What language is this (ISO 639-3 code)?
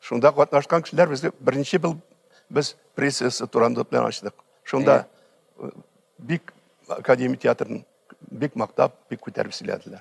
tat